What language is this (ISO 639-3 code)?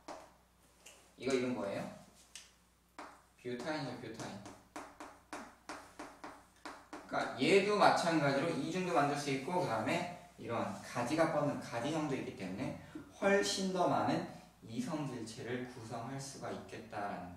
kor